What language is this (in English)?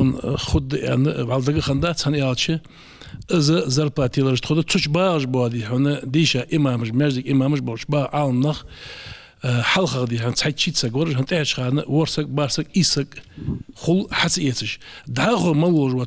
Ingush